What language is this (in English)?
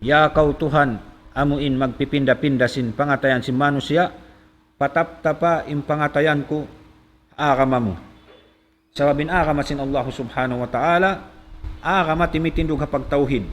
Tausug